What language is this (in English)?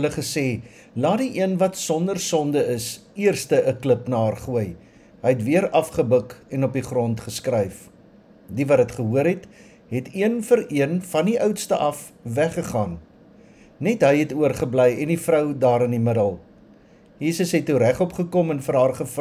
Afrikaans